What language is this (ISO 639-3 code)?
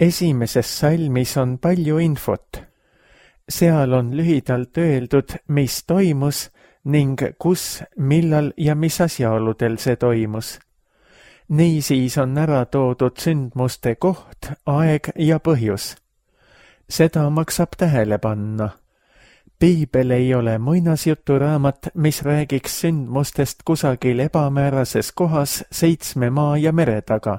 est